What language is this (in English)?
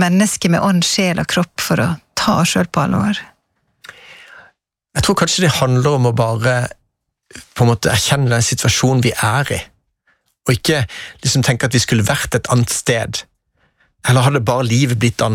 Norwegian